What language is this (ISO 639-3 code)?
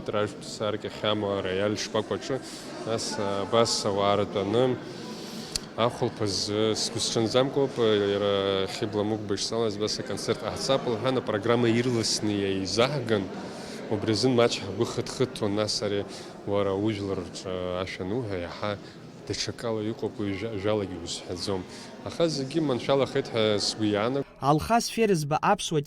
abk